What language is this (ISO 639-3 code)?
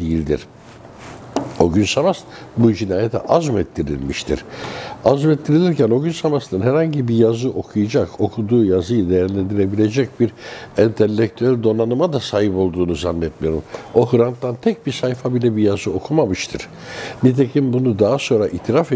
tur